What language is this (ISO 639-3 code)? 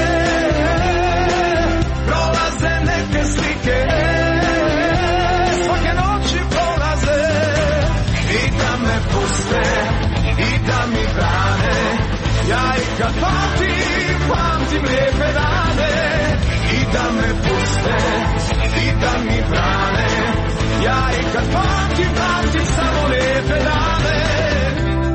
hrv